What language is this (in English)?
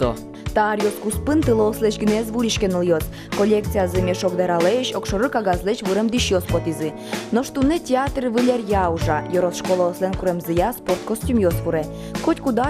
Udmurt